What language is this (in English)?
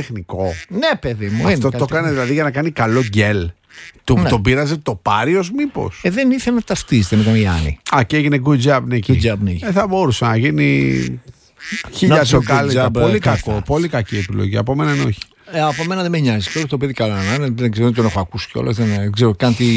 Greek